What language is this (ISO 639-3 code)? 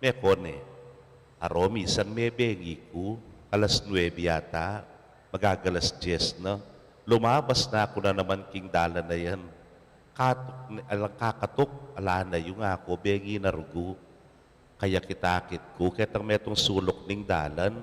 pam